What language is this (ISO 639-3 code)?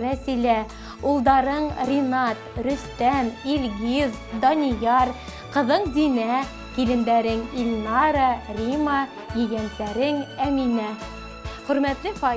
bak